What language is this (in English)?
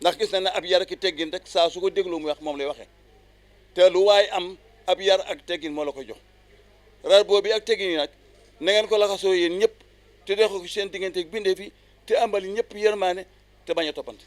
Wolof